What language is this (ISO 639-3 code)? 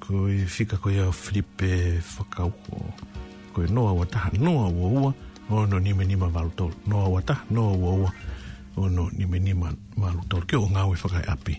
ton